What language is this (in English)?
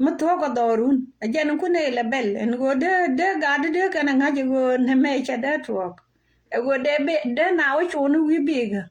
Nuer